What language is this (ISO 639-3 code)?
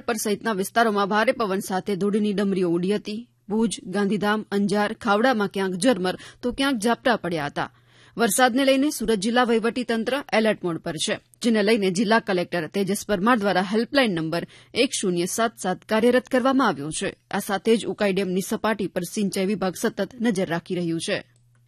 guj